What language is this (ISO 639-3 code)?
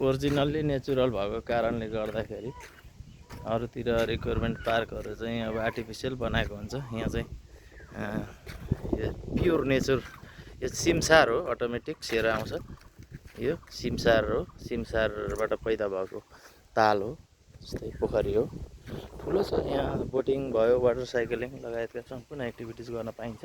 nep